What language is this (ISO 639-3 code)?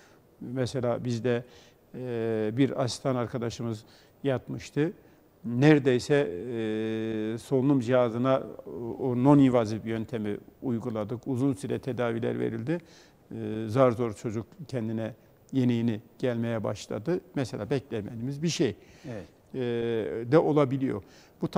tur